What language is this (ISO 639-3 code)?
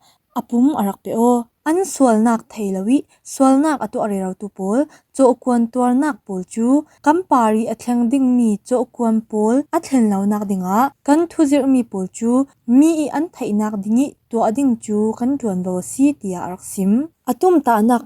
cfm